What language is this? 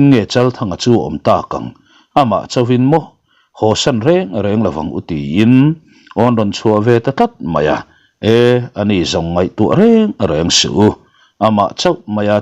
Mizo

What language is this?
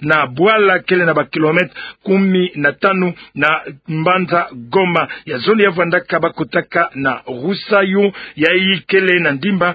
Kituba (Democratic Republic of Congo)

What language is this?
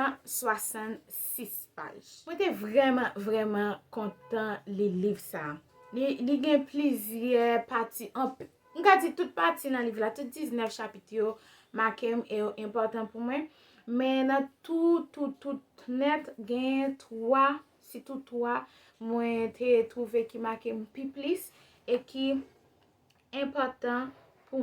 Haitian Creole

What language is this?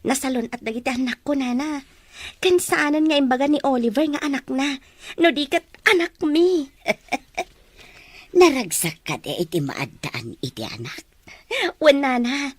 Iloko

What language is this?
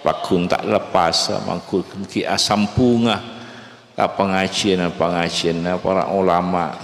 Madurese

